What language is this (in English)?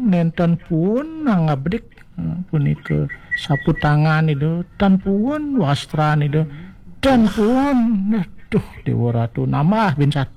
Balinese